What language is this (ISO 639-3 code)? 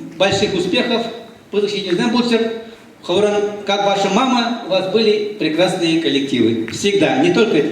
chv